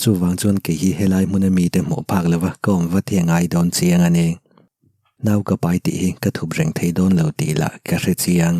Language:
Mizo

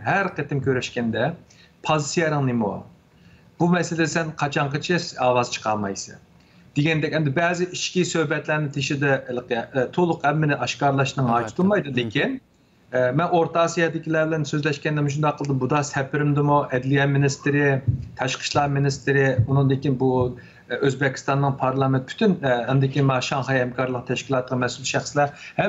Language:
Uyghur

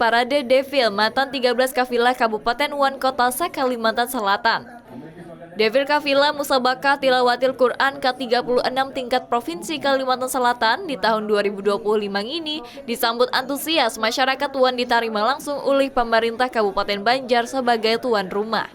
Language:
Banjar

